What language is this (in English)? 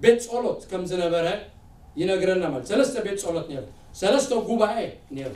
Tigrinya